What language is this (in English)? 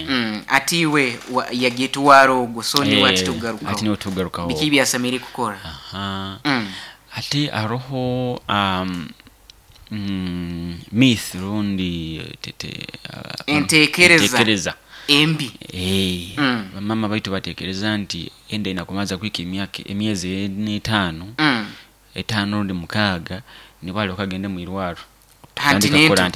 Nyoro